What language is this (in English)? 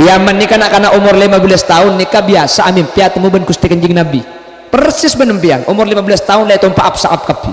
Madurese